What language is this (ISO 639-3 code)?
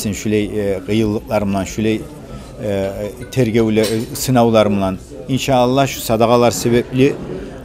kum